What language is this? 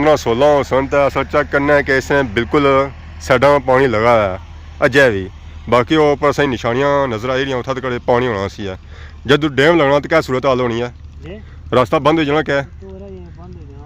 Pahari-Potwari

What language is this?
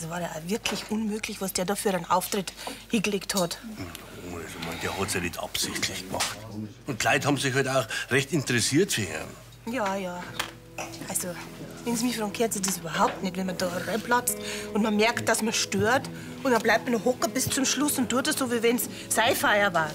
Bavarian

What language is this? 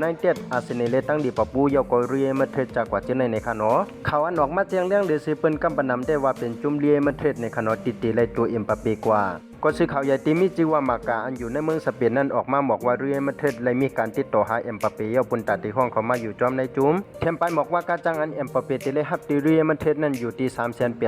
Shan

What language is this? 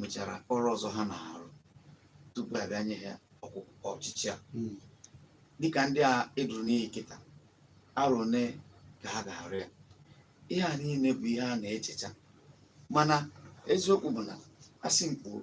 Igbo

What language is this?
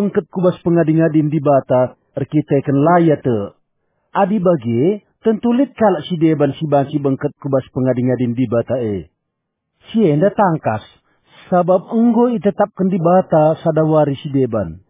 Batak Karo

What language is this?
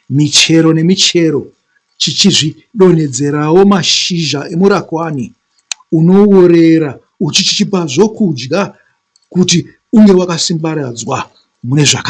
Shona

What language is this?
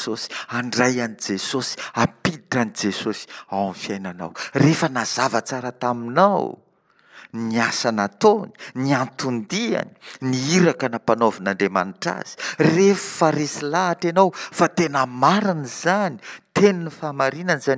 Malagasy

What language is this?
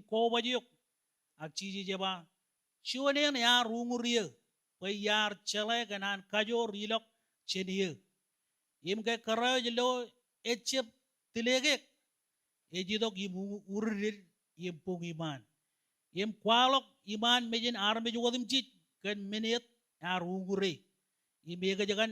Marshallese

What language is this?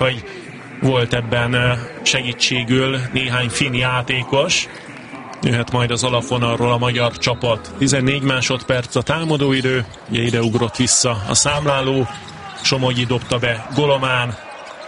Hungarian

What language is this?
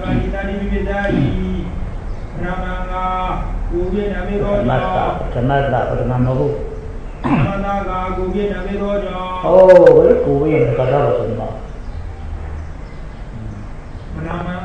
Burmese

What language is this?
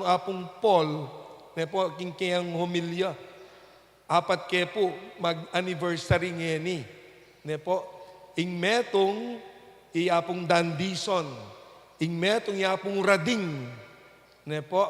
Pampanga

